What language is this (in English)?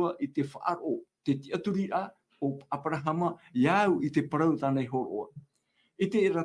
Tahitian